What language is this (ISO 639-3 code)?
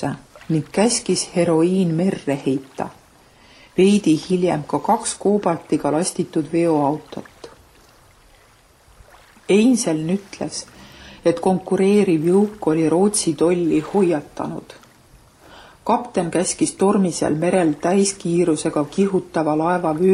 est